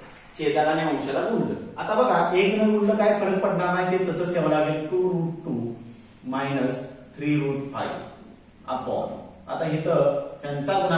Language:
Marathi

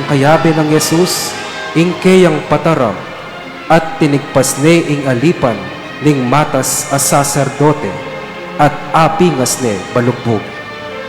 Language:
Pampanga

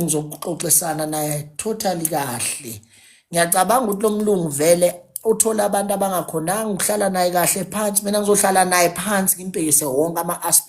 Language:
Zulu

